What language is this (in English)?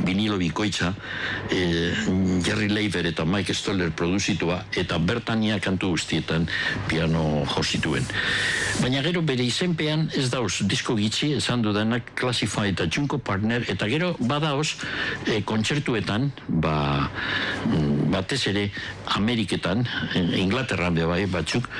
Basque